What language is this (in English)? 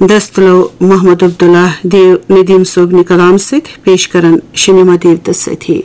Kashmiri